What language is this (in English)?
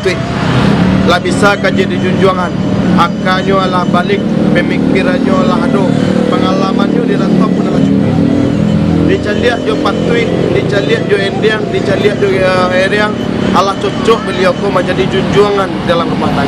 Minangkabau